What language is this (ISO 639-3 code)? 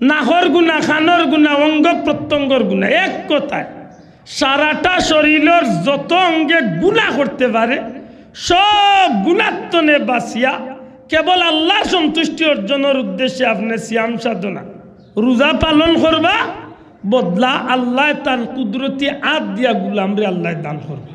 syl